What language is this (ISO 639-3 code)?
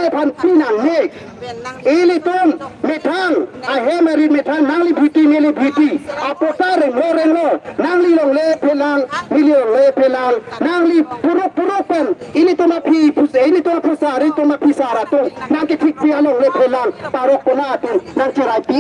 mjw